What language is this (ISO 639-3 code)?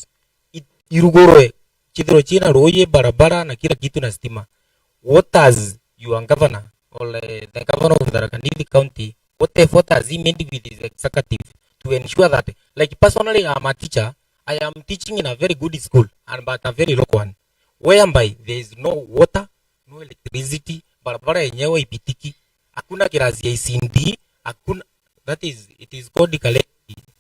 mer